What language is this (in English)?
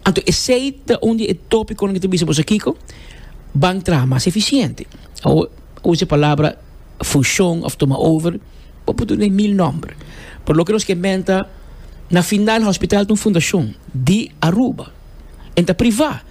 Papiamento